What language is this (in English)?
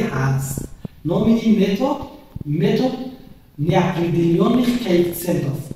Tajik